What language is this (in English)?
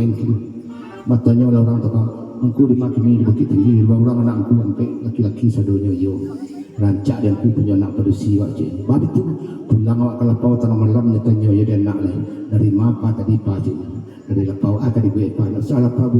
Minangkabau